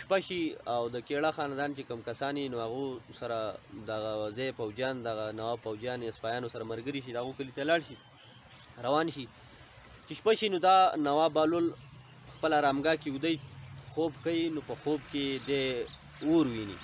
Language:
Pashto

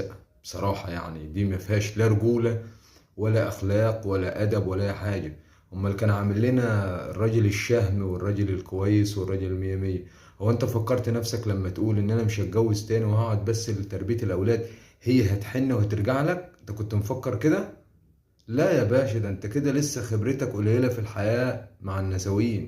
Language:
Egyptian Arabic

